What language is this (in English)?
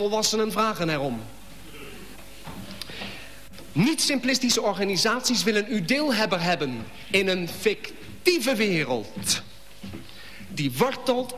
Dutch